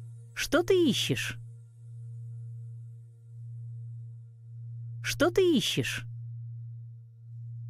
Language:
Russian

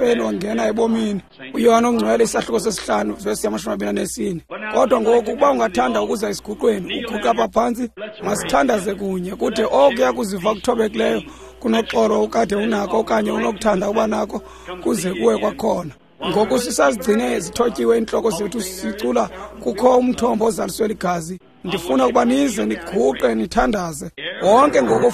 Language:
Xhosa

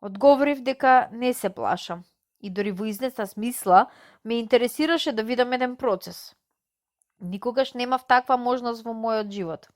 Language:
Macedonian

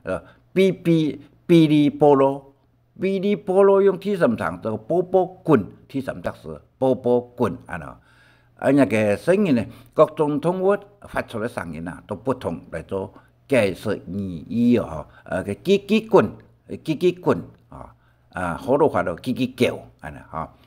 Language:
Hakka Chinese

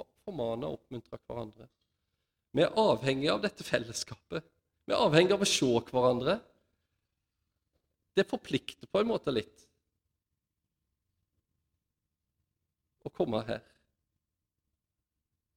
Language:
Norwegian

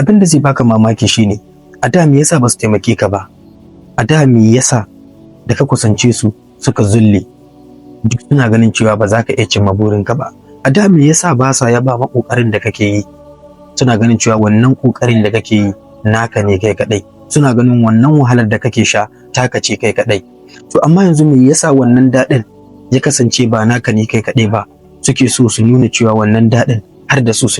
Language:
Hausa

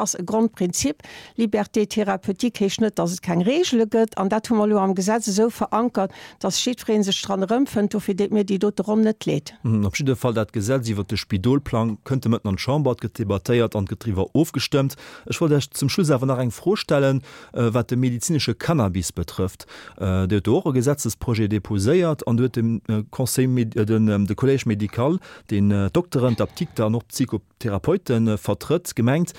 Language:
Luxembourgish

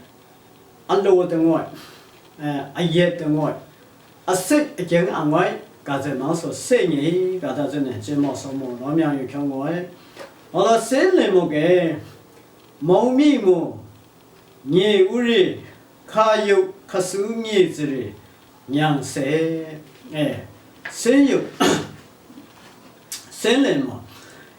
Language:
Lashi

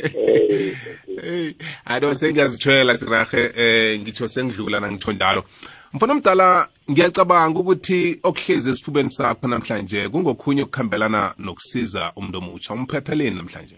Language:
South Ndebele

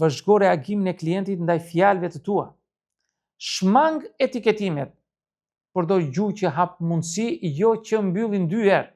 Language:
Albanian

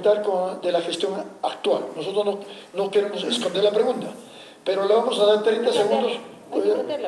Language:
Spanish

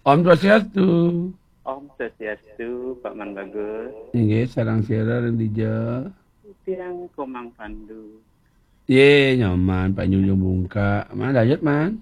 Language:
Balinese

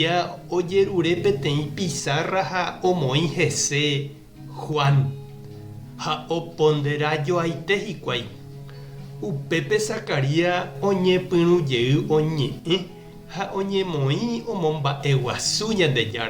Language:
Guarani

